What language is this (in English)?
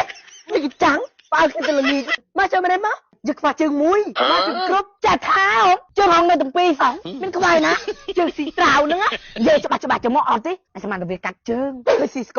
Khmer